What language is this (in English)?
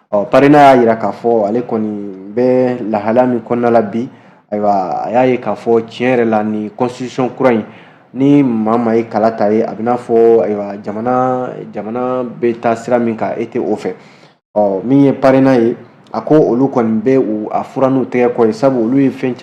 Bambara